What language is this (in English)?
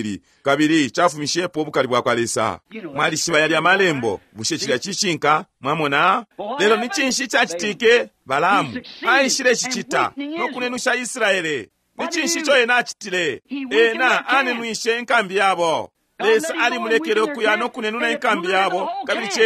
Bemba